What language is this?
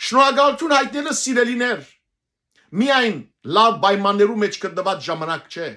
Western Armenian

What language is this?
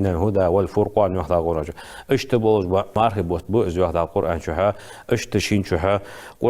Ingush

